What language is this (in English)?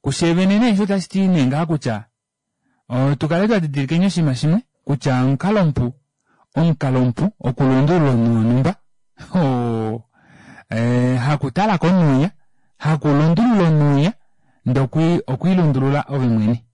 Kuanyama